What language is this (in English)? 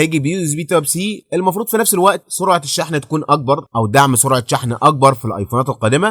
Egyptian Arabic